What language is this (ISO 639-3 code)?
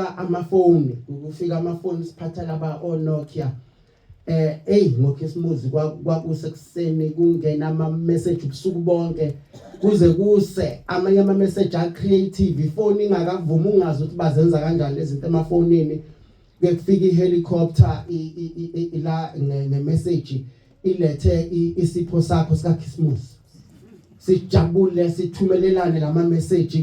zul